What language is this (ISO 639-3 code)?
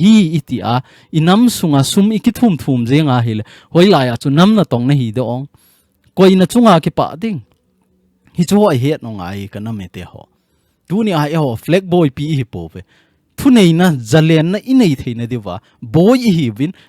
tcz